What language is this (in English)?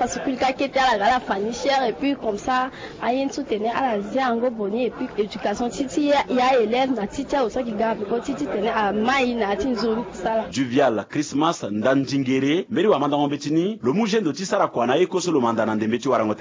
Sango